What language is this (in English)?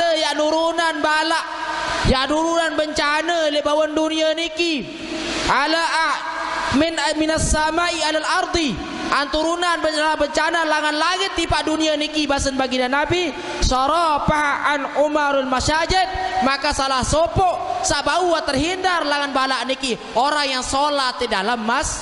Sasak